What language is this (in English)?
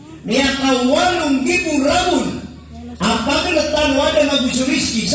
Maranao